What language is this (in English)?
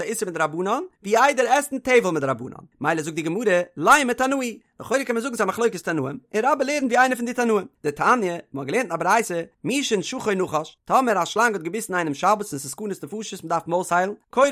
Yiddish